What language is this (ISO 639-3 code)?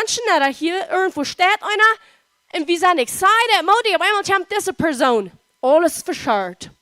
pdt